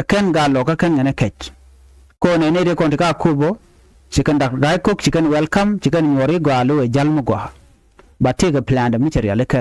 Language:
Nuer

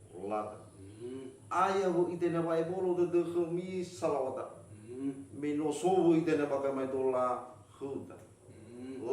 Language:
Nias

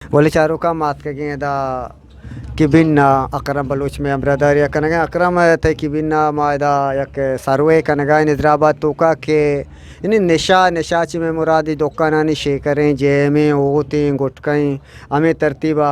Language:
Eastern Balochi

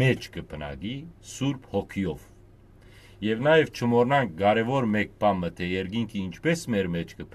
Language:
Western Armenian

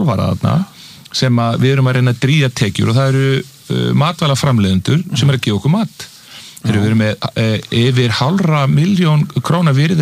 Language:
Icelandic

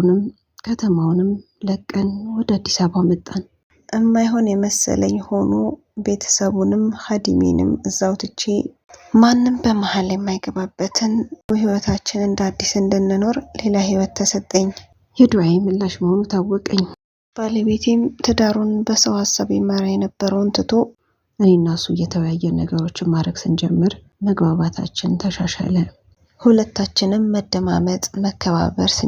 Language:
Amharic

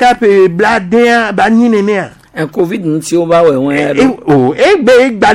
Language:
Gen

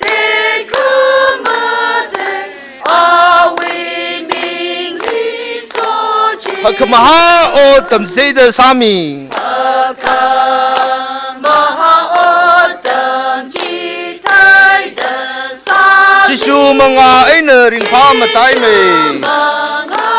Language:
Tangkhul Naga (India)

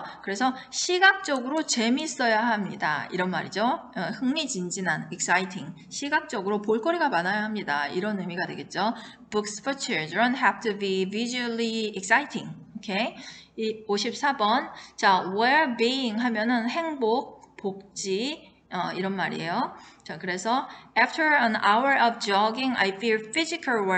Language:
Korean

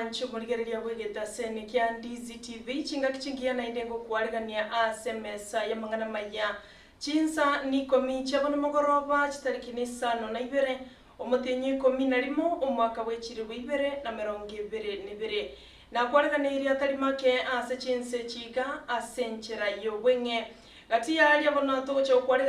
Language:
Gusii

